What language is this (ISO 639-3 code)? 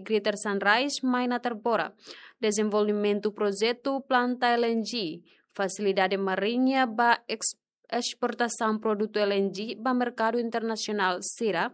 tet